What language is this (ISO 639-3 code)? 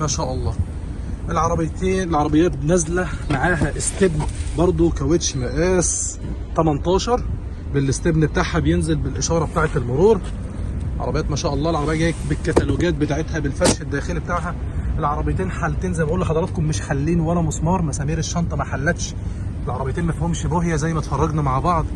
arz